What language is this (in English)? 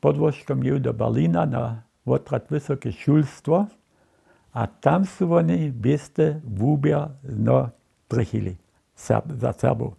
Upper Sorbian